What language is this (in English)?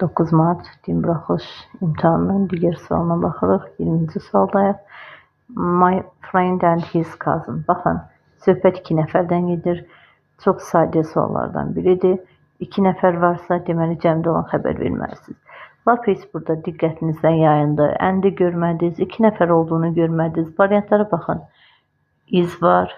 Azerbaijani